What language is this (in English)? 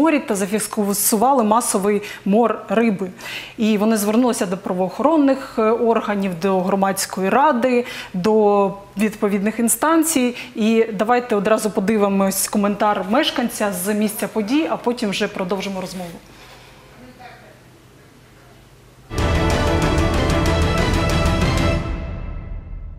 Ukrainian